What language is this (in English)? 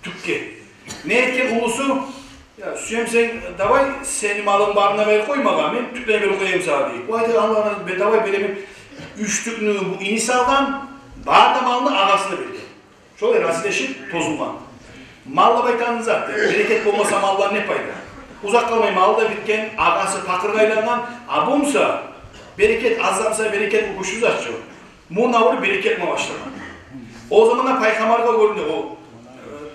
Kumyk